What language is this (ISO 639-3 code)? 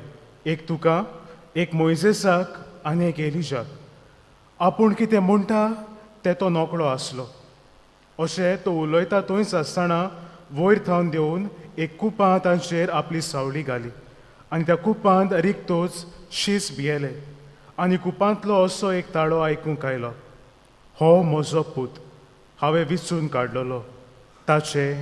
kok